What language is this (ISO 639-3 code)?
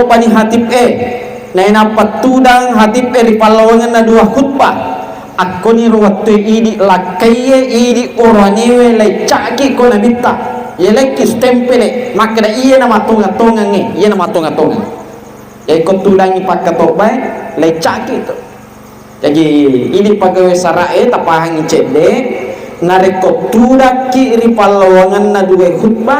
bug